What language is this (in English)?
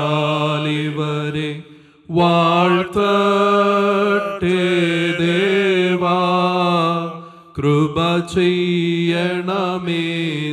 Malayalam